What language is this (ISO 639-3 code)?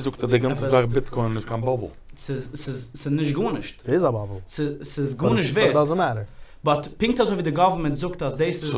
yid